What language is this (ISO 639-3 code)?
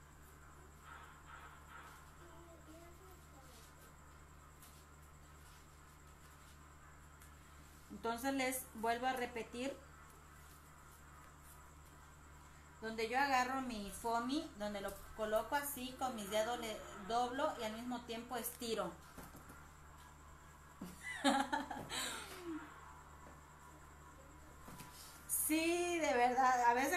spa